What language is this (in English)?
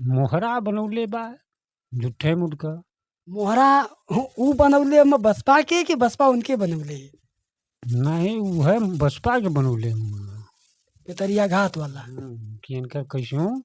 Bhojpuri